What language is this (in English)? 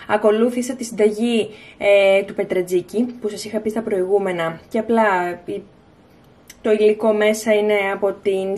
Greek